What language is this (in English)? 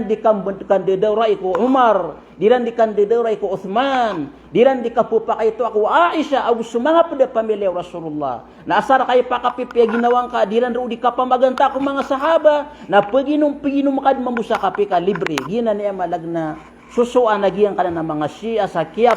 Maranao